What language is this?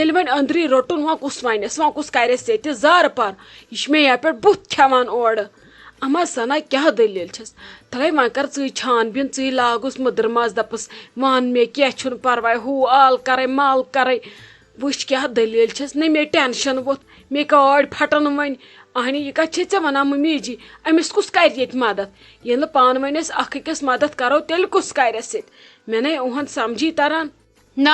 Kashmiri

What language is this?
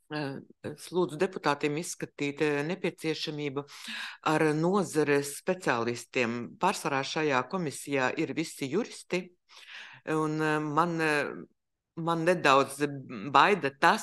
Latvian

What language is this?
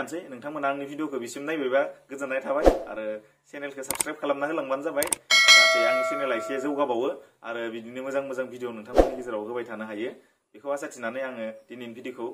Bodo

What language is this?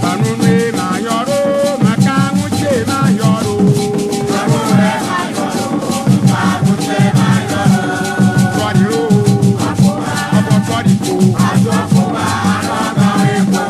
Ewe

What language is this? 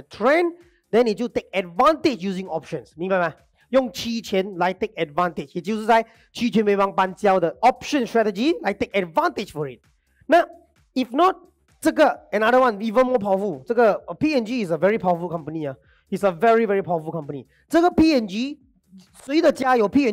Chinese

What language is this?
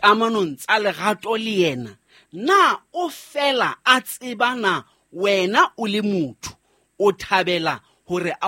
Southern Sotho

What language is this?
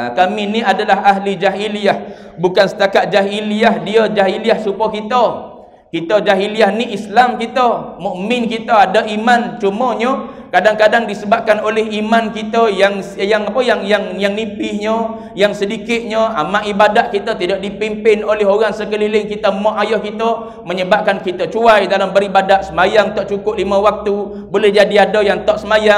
Malay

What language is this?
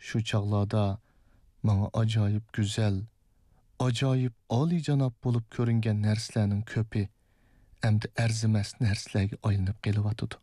Uyghur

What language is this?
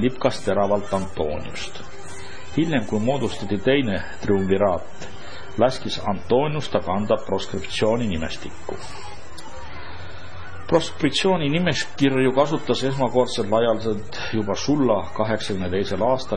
Estonian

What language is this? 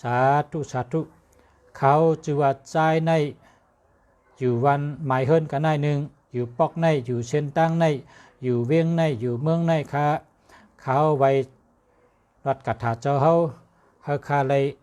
Shan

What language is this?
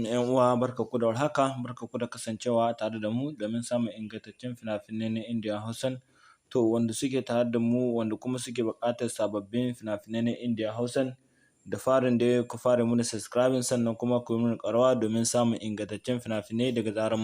Hausa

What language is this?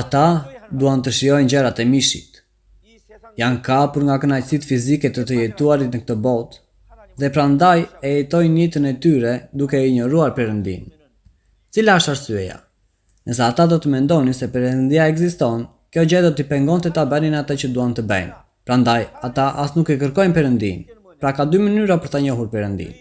Albanian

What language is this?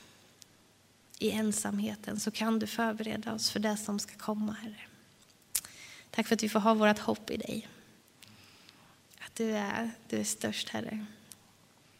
Swedish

